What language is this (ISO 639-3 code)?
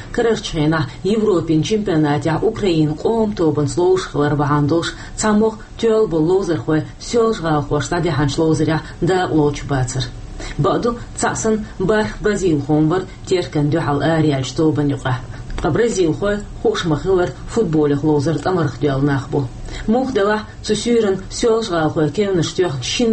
che